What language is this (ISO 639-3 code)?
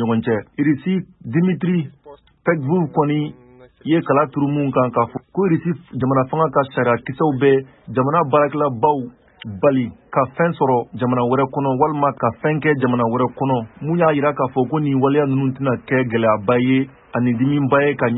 bam